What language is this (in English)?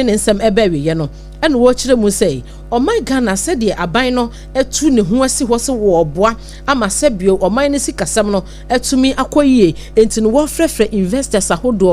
Akan